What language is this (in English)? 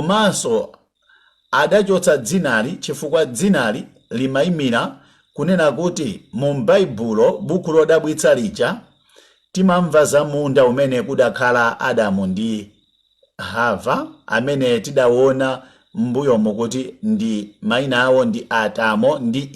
Nyanja